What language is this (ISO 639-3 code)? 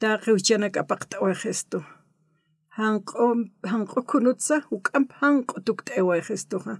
aym